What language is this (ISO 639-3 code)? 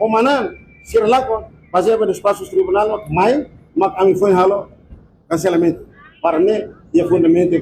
tet